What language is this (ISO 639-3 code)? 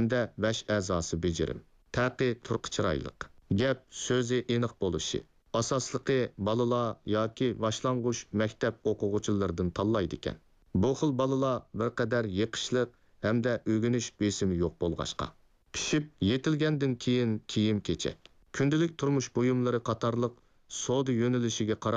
uig